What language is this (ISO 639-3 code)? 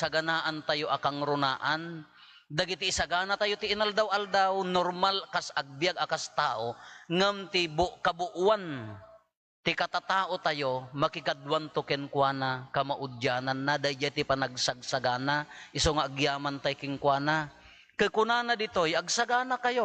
ilo